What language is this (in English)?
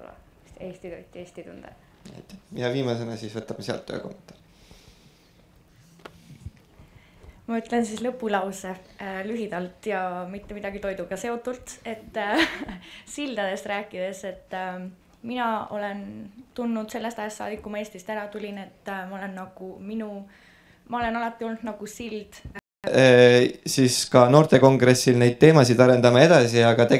Estonian